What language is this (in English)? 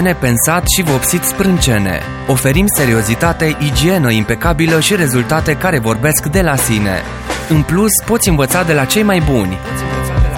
Romanian